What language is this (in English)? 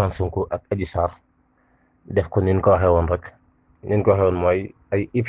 Wolof